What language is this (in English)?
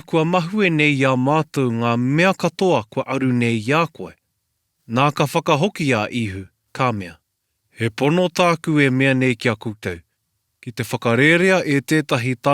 Māori